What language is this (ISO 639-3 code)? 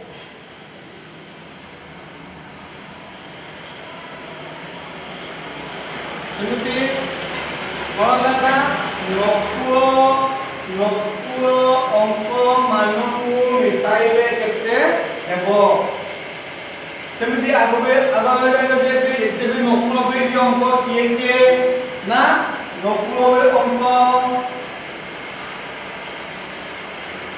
ori